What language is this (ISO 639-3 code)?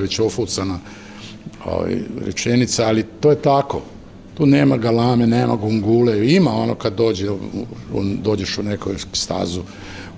srp